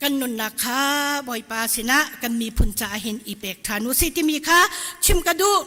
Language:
Hakha Chin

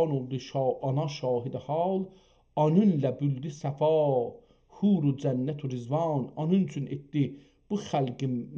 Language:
South Azerbaijani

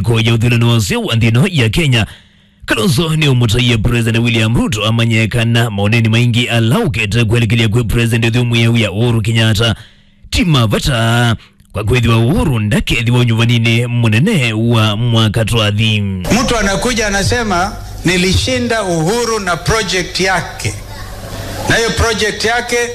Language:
Kamba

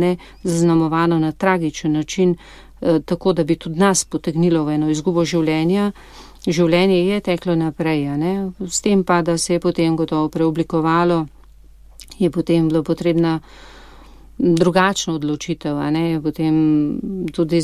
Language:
Slovenian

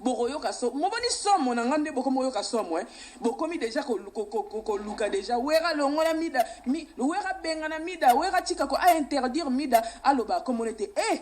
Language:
Lingala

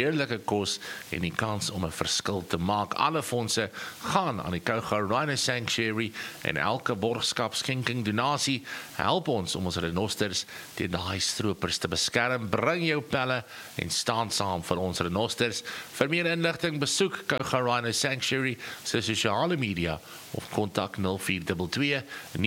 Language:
Afrikaans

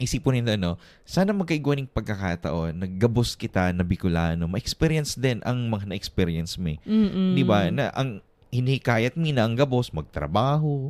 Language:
Bikol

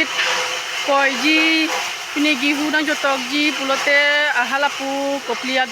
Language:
Karbi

